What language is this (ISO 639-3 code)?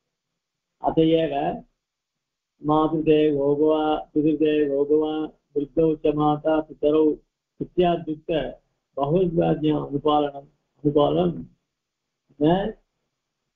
tam